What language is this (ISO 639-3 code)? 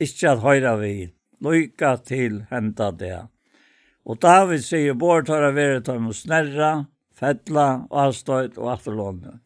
fao